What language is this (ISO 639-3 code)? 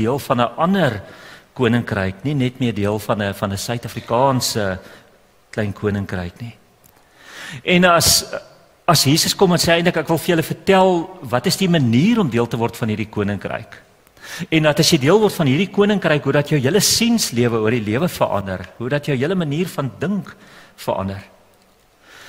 afr